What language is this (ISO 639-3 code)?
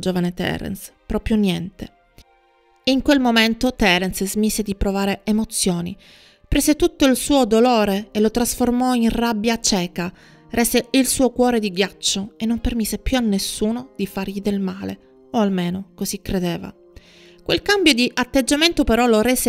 ita